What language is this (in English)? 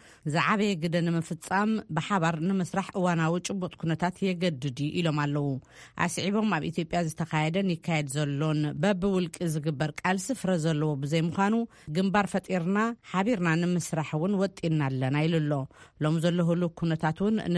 Tigrinya